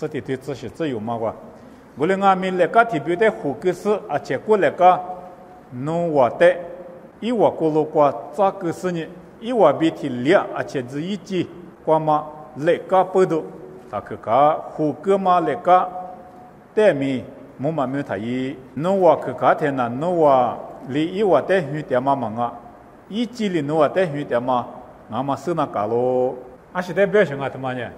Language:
Lisu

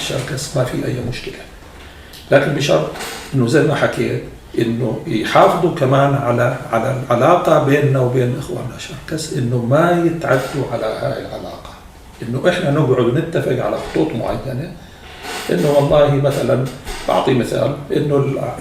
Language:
North Levantine Arabic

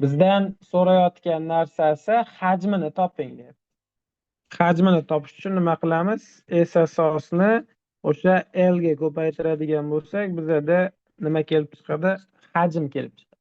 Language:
Uzbek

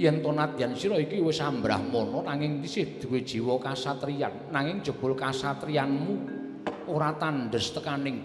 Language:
Javanese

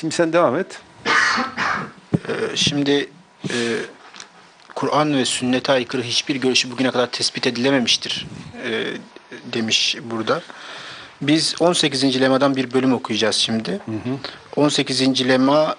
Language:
Turkish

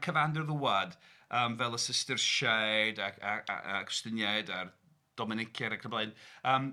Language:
Welsh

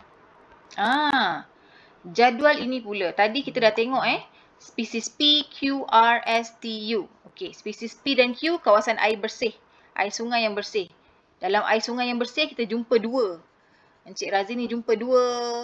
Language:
Malay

